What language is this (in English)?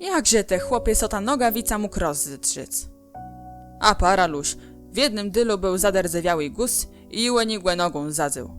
Kashubian